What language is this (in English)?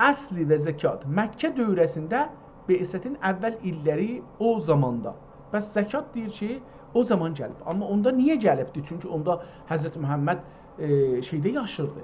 South Azerbaijani